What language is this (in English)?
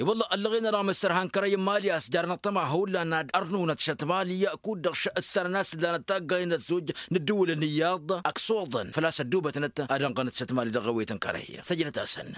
Tamasheq